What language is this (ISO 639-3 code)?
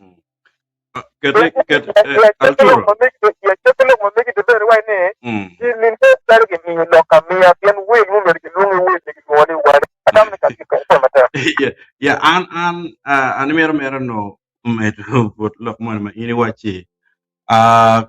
ach